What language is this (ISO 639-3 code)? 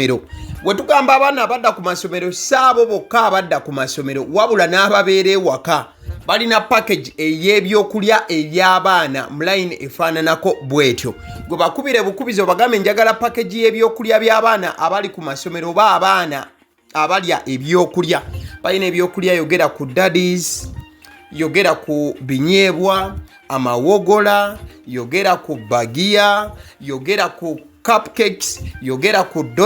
lug